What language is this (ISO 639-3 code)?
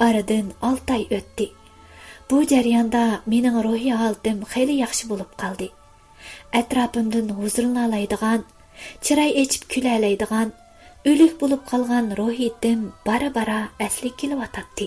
uig